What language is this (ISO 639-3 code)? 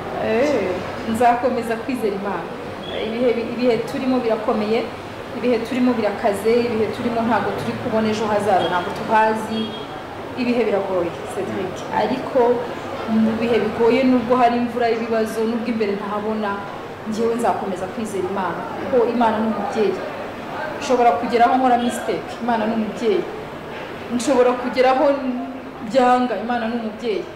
kin